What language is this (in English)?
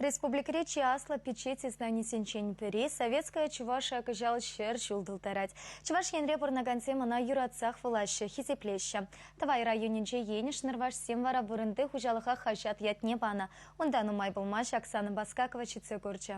Chuvash